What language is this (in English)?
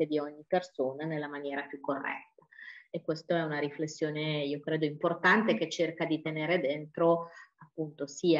Italian